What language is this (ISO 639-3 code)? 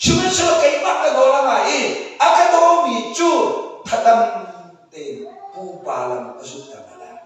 cnh